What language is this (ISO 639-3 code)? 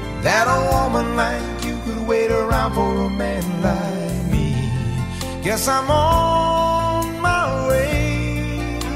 eng